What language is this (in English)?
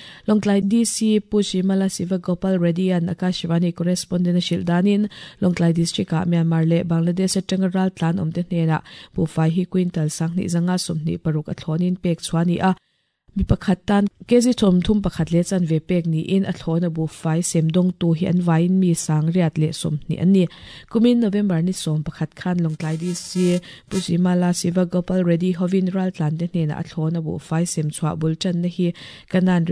Mizo